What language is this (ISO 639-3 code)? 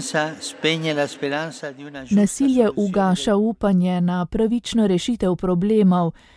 slv